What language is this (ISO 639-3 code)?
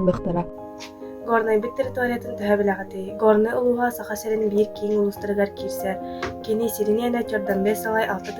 sah